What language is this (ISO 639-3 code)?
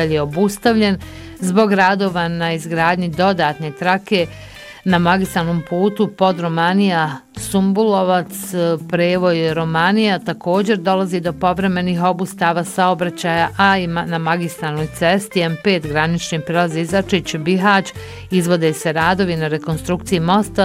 bos